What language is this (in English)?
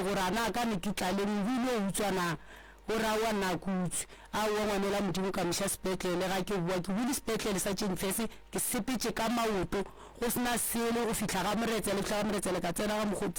Northern Sotho